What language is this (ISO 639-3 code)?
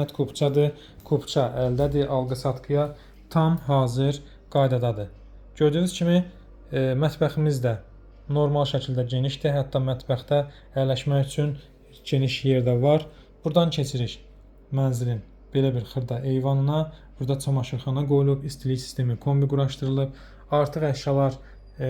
aze